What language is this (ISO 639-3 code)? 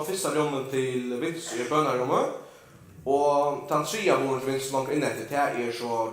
fao